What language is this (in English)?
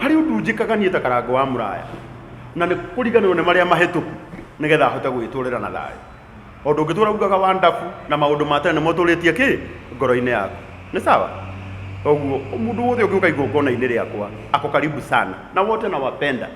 Kikuyu